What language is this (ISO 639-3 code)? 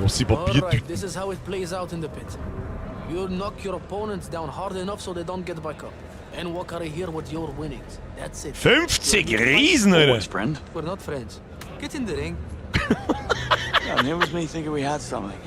bar